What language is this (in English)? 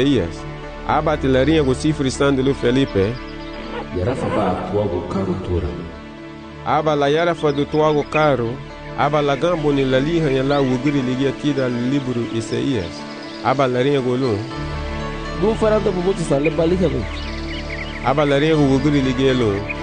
Garifuna